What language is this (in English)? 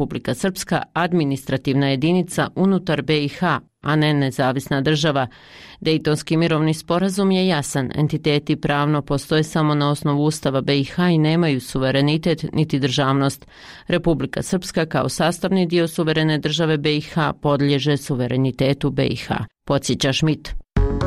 Bosnian